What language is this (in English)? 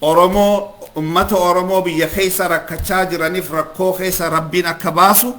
Oromo